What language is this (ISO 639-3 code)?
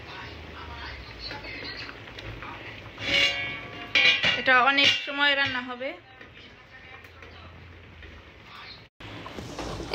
ben